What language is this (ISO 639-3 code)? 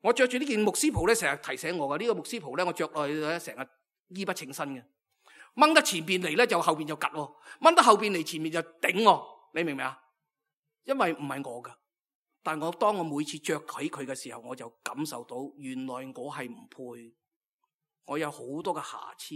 yue